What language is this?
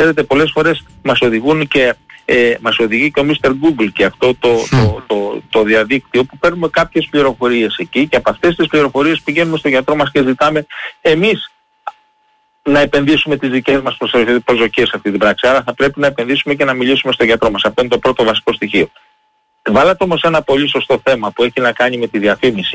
Greek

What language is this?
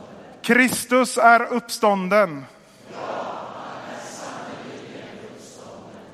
Swedish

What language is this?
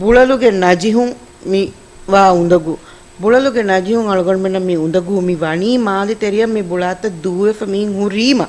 Divehi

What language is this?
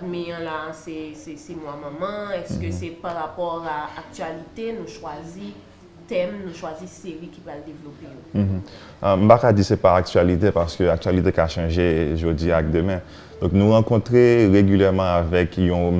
Haitian Creole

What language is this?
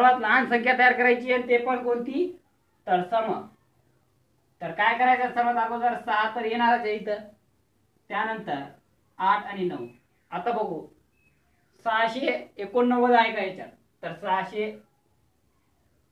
Marathi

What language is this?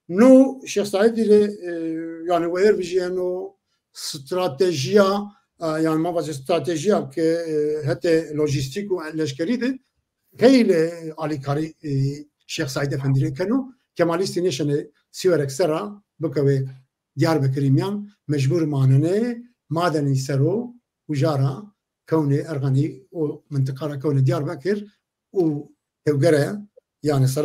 Zaza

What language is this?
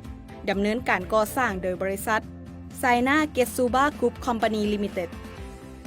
Lao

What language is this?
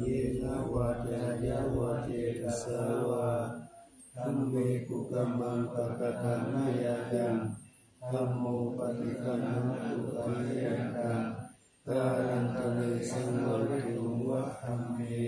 Pali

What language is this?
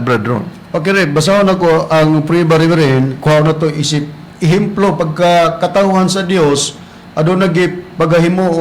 Cebuano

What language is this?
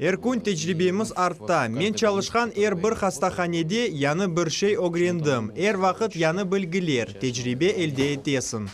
Crimean Tatar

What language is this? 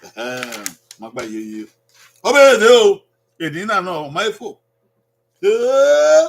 Bini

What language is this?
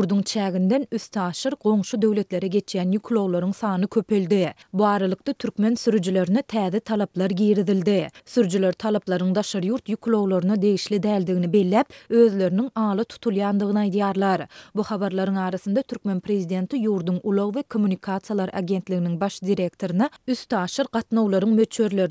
Turkmen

